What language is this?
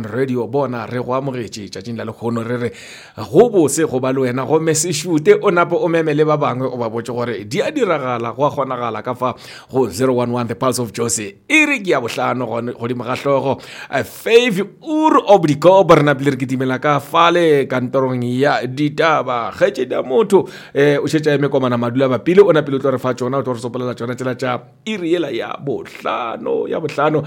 Northern Sotho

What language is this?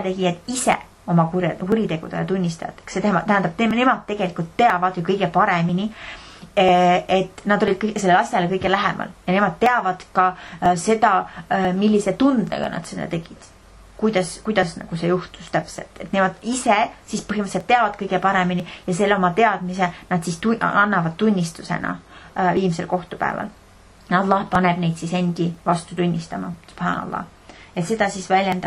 Estonian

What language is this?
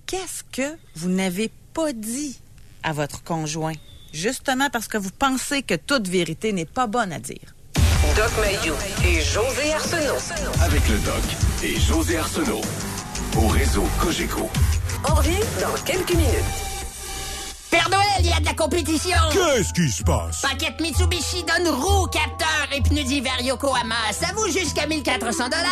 French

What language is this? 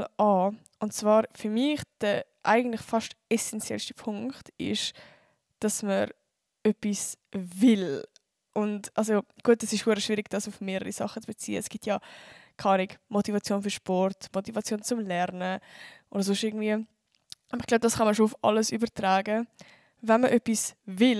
Swiss German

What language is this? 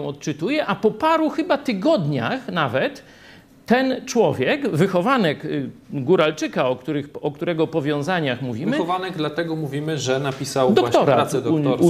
Polish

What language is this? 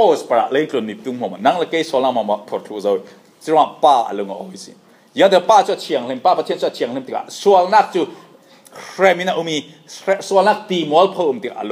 Falam Chin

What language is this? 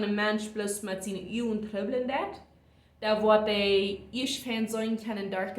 Plautdietsch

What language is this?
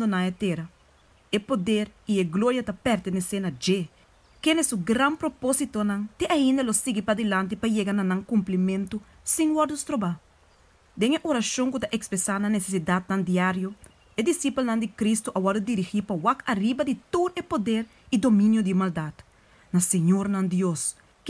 Papiamento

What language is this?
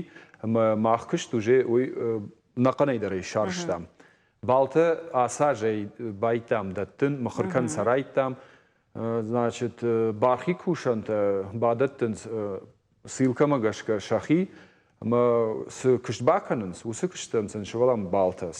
Ossetic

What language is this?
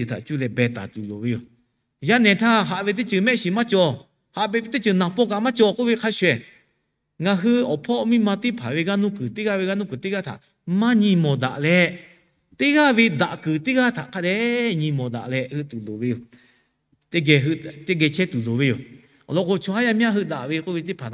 Lahu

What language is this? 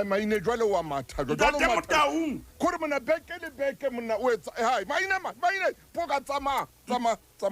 Southern Sotho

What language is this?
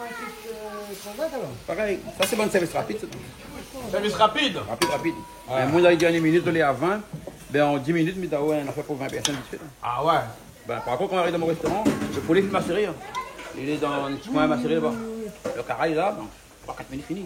Réunion Creole French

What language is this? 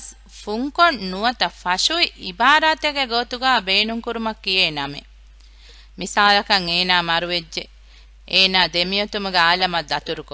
Divehi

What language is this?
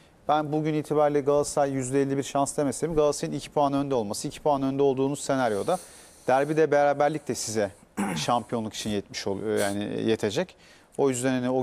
Turkish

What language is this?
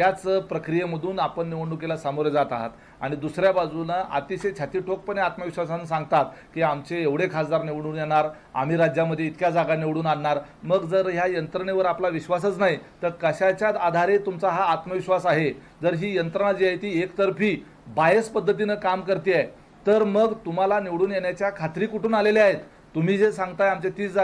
Marathi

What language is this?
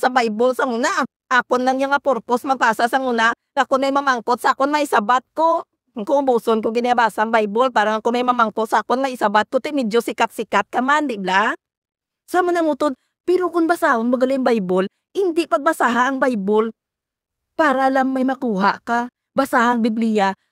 Hiligaynon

